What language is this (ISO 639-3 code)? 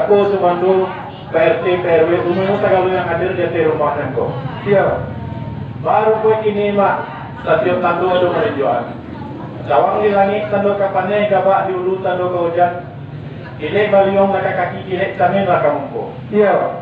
min